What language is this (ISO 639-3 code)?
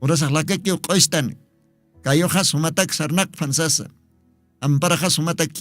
aym